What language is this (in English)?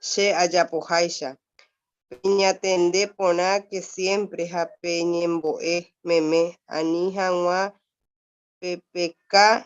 Guarani